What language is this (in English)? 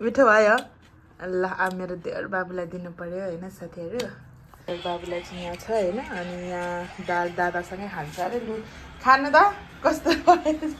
Nepali